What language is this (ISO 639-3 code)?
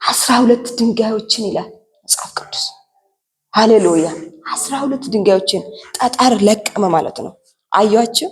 amh